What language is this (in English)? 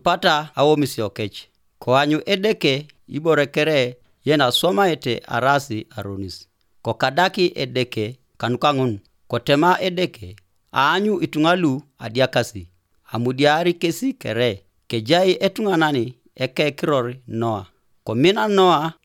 Teso